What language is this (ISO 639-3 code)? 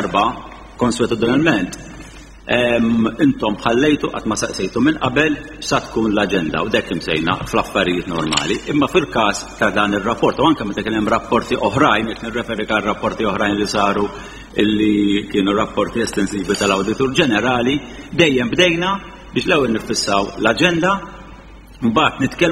mlt